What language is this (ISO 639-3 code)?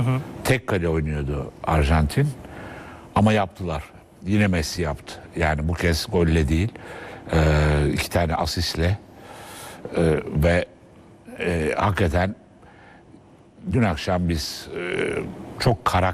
tur